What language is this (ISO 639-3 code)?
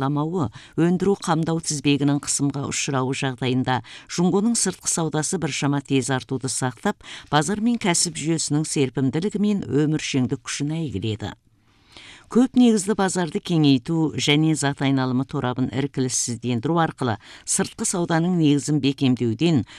kaz